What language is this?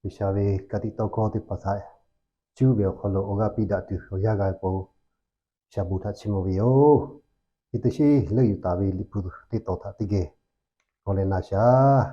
Lahu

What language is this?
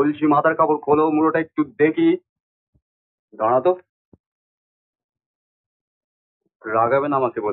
Bangla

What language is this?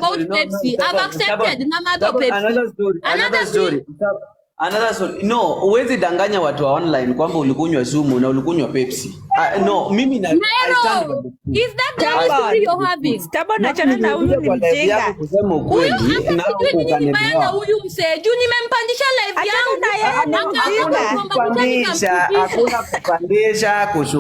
Luo (Kenya and Tanzania)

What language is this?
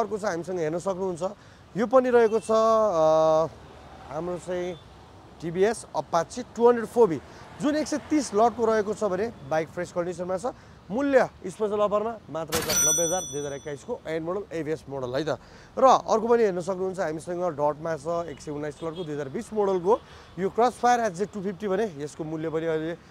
Nepali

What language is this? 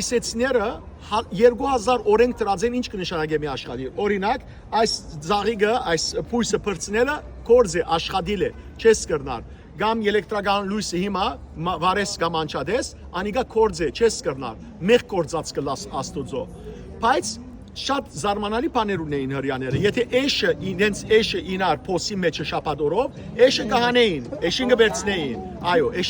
Western Armenian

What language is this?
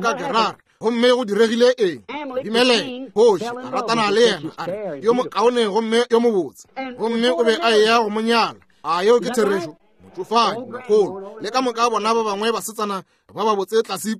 Northern Sotho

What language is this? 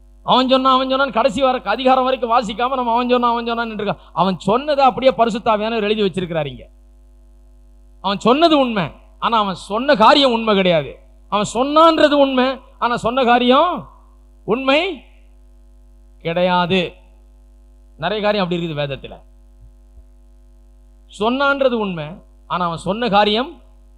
Tamil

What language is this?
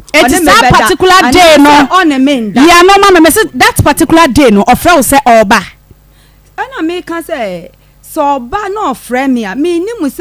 Akan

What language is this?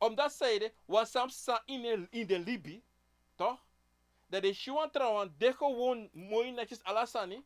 Sranan Tongo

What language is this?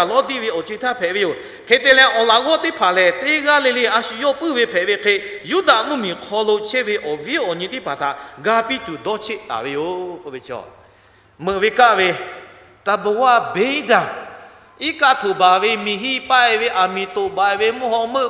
Lahu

